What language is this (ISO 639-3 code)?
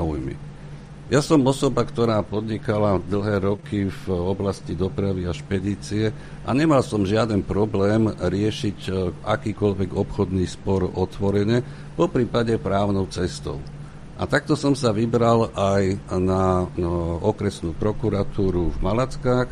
slk